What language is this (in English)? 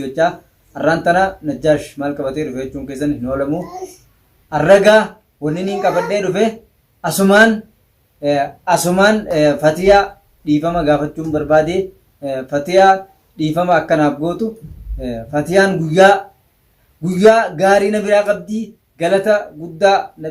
Oromo